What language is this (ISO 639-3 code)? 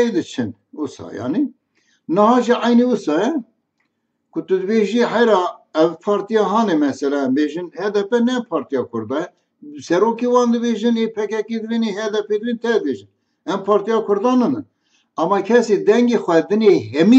kur